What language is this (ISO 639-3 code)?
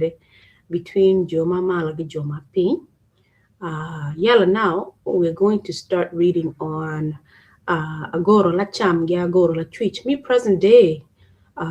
ach